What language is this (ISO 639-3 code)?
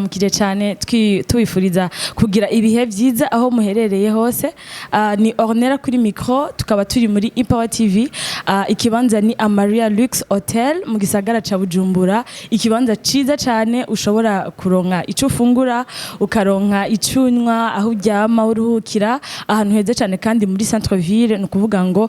run